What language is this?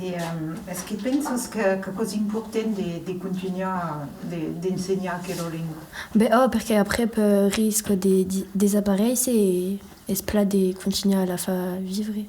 Occitan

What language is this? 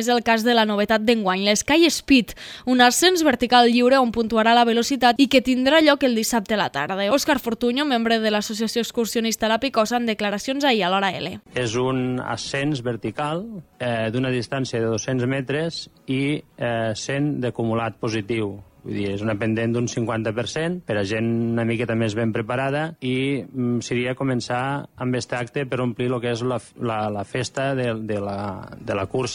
Catalan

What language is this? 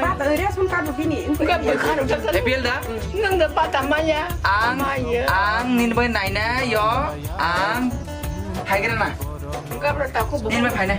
Kok Borok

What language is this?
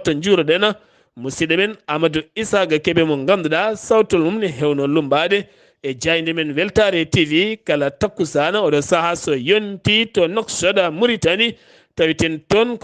Fula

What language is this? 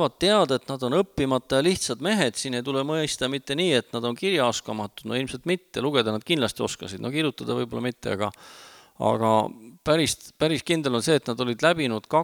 Estonian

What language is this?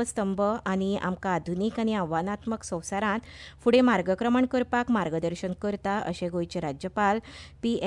Konkani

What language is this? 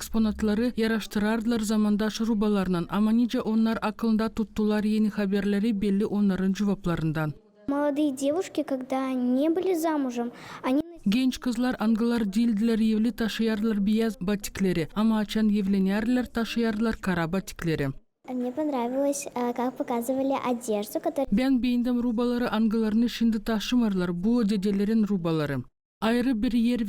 Gagauz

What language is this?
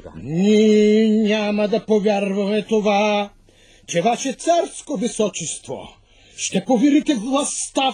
Bulgarian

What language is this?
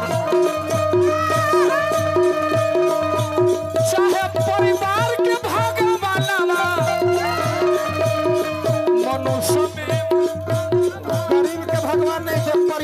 Bhojpuri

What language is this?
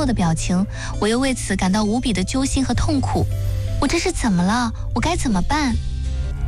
Chinese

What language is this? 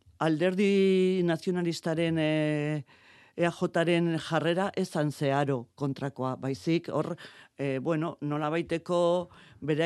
Basque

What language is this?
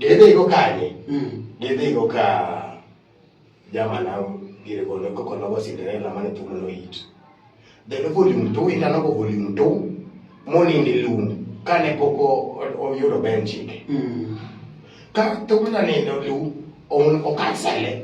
Luo (Kenya and Tanzania)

